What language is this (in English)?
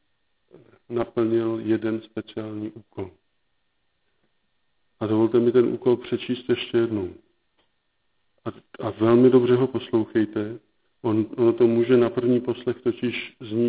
Czech